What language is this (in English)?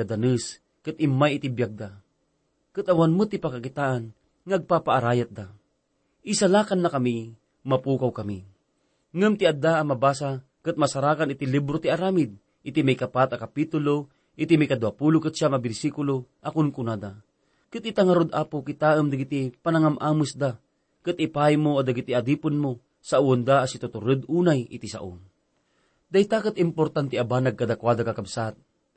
Iloko